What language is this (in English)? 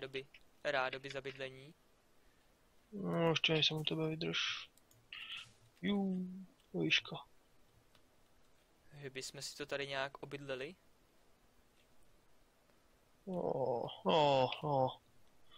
Czech